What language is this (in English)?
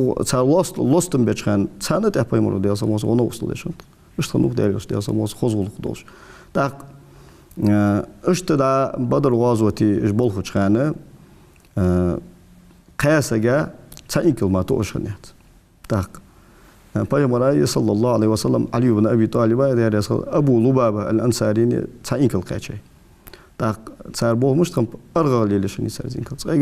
Ingush